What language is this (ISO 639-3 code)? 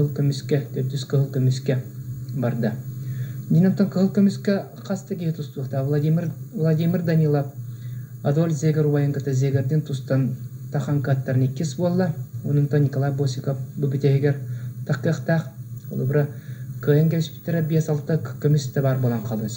sah